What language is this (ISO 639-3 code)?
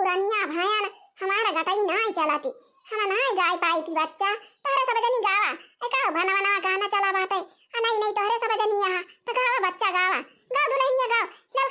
awa